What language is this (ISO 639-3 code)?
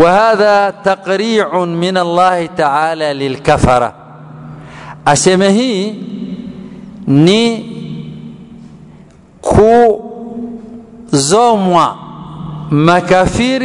swa